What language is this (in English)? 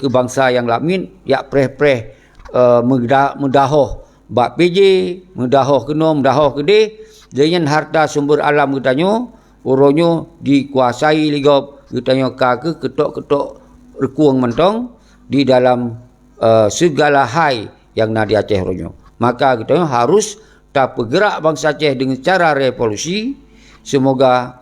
Achinese